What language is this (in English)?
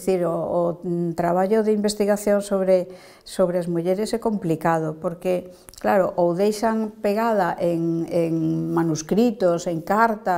Galician